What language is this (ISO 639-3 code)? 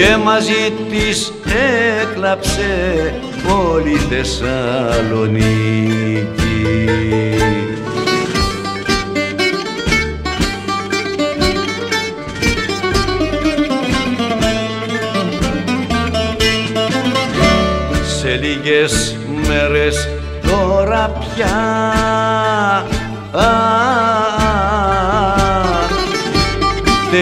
ell